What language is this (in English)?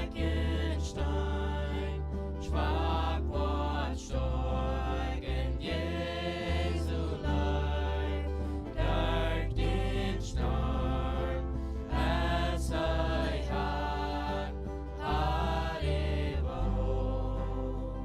Plautdietsch